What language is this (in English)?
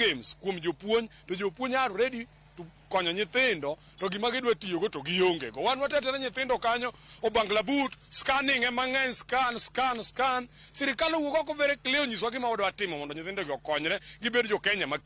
Luo (Kenya and Tanzania)